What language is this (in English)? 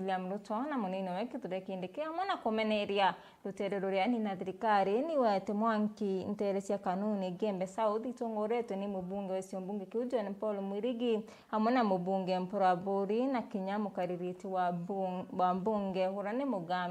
Meru